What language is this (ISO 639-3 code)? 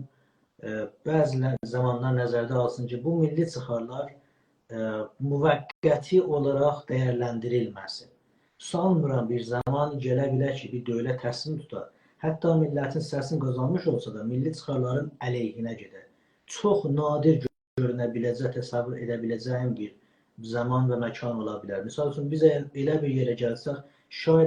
azb